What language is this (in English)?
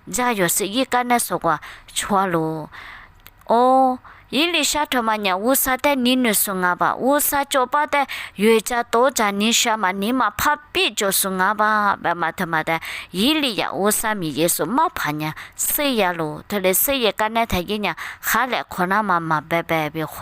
Lisu